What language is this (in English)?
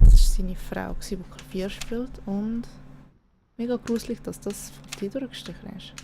Swiss German